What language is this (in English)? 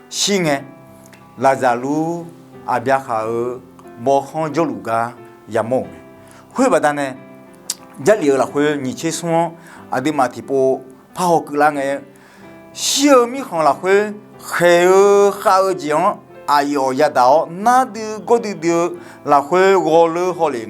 Akha